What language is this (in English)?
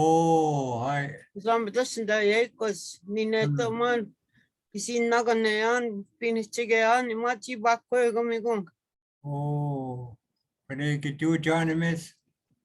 Chippewa